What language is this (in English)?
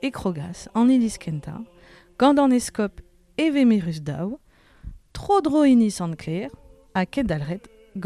Breton